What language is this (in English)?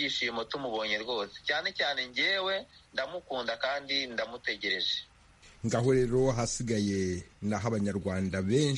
Kinyarwanda